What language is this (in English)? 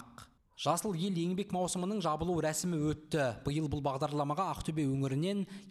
Kazakh